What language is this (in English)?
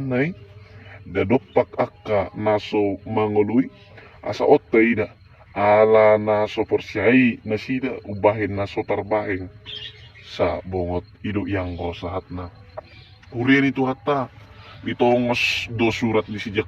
Batak Toba